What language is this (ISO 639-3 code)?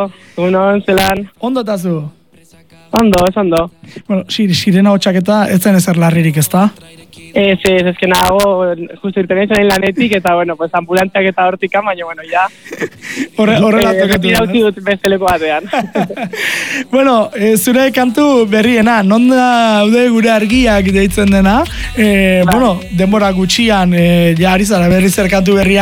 eus